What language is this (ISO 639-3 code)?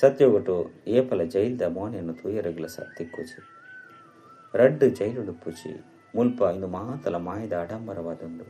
tcy